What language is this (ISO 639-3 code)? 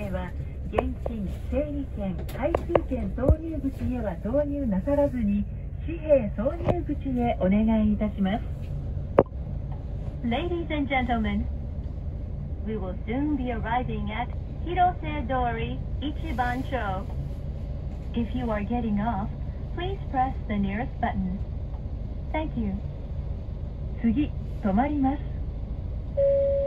jpn